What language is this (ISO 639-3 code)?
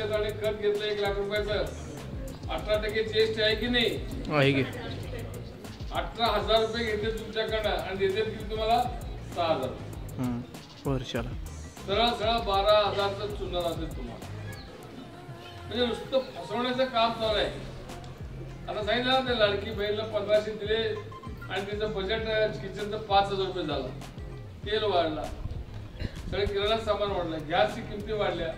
mar